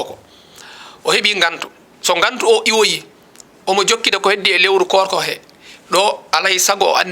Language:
Fula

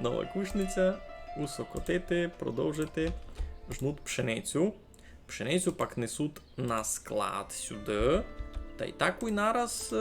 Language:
Rusyn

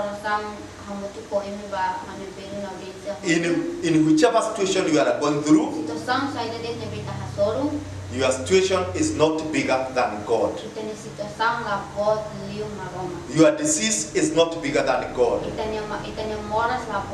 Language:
Tetum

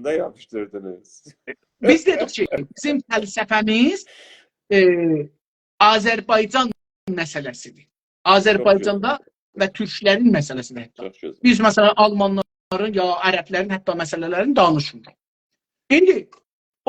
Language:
South Azerbaijani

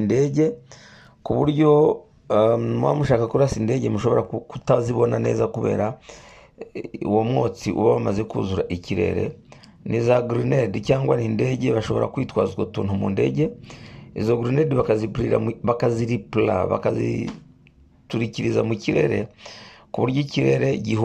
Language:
Kinyarwanda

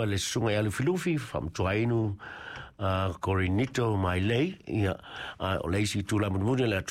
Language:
Samoan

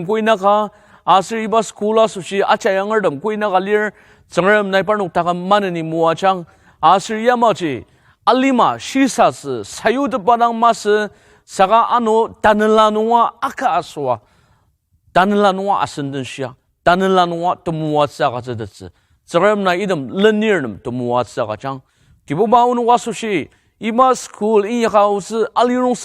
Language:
Ao Naga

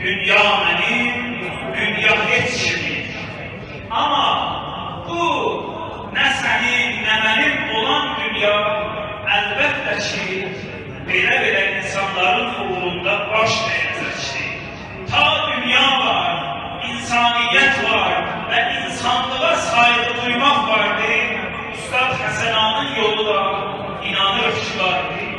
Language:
South Azerbaijani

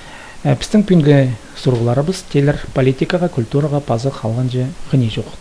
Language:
Khakas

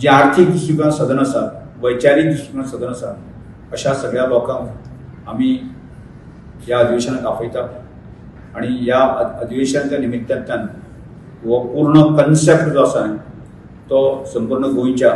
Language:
Konkani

